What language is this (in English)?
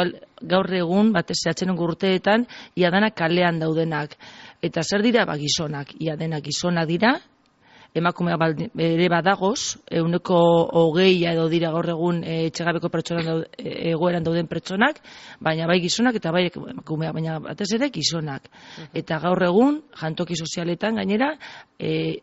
Basque